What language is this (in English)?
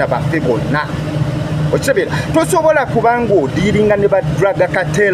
Ganda